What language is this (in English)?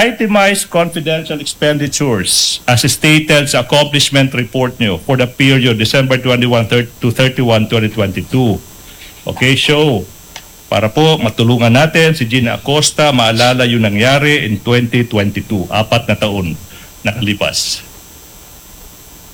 Filipino